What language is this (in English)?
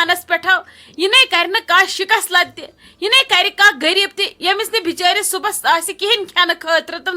Kashmiri